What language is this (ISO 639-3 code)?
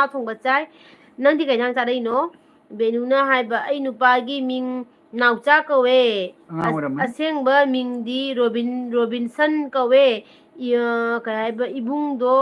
mni